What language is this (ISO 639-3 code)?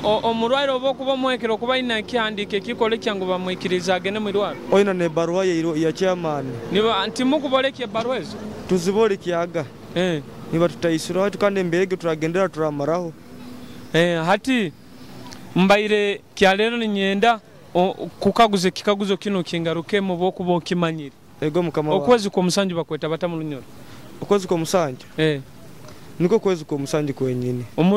nyo